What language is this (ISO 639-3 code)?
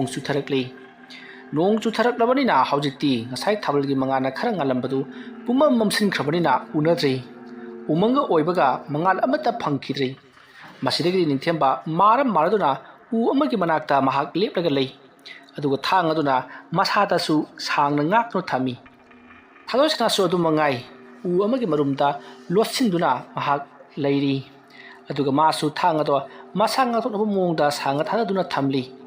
mni